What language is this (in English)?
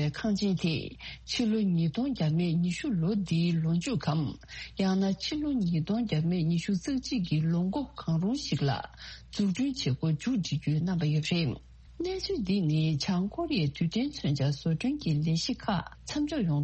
Tibetan